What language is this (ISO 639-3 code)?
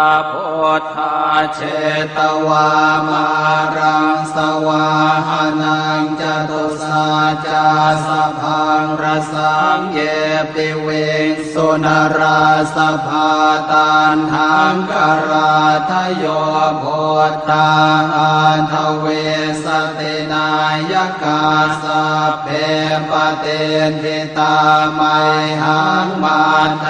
pli